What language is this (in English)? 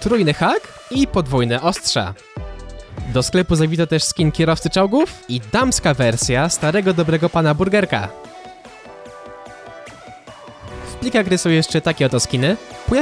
Polish